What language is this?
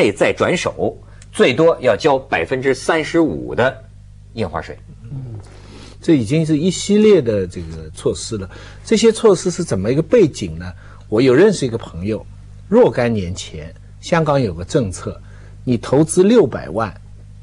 Chinese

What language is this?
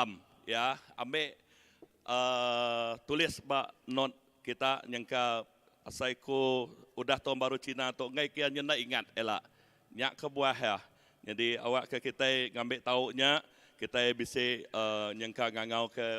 Iban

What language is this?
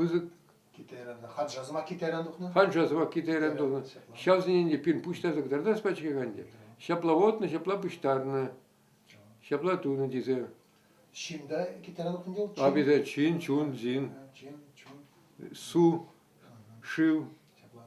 Chuvash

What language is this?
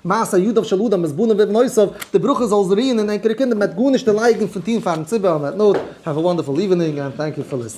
Yiddish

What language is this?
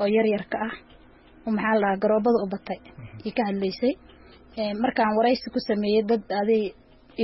Somali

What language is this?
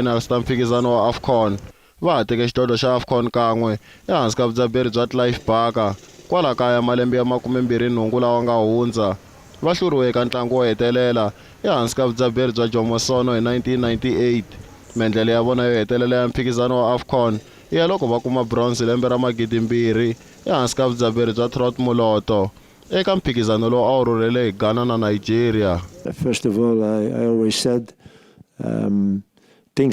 Tsonga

